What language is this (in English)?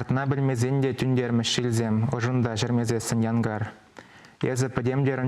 Chuvash